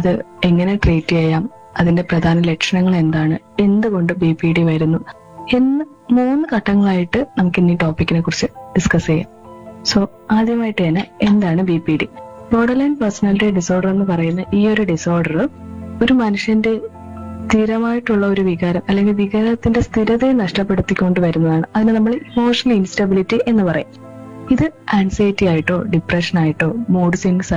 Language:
Malayalam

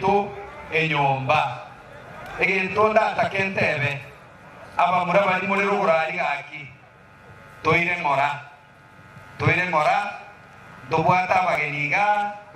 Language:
Gusii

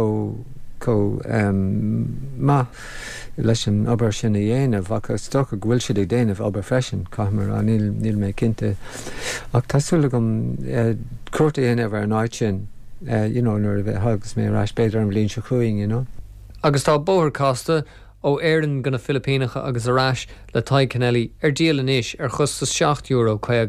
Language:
Irish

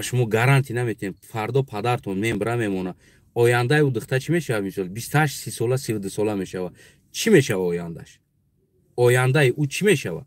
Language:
Tajik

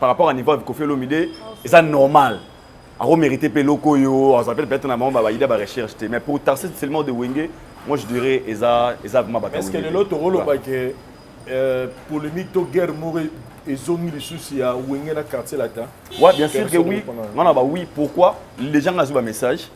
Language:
Lingala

